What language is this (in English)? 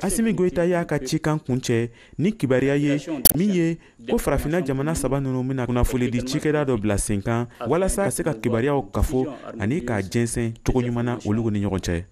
Bambara